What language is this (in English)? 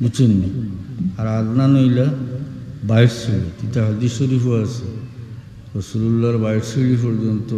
Sylheti